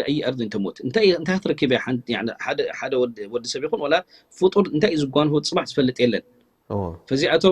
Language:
Tigrinya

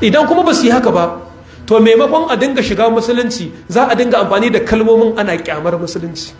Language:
Hausa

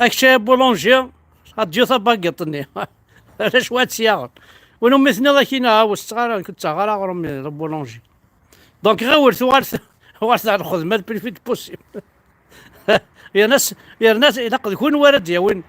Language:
Kabyle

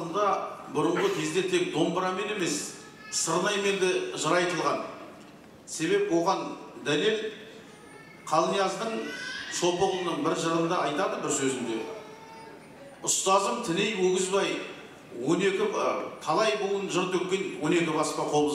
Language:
Kazakh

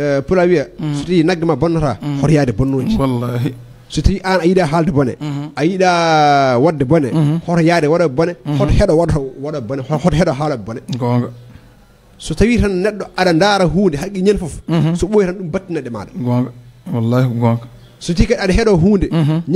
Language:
Fula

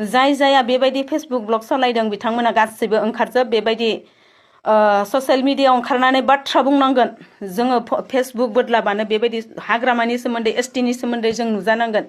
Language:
Bodo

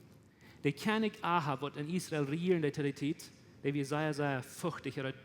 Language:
Plautdietsch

